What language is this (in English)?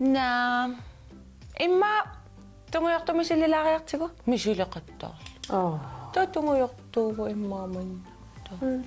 Kalaallisut